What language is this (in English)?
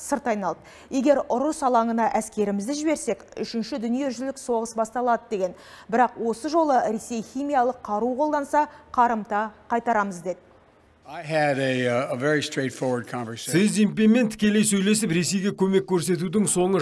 Kazakh